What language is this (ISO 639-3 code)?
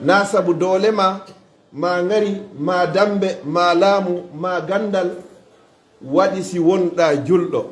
ful